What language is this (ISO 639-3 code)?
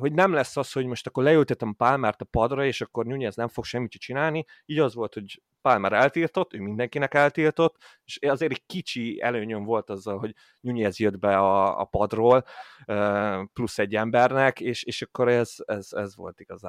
hun